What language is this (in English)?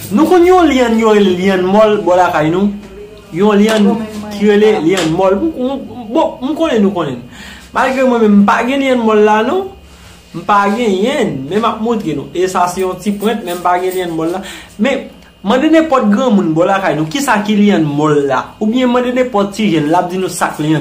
Haitian Creole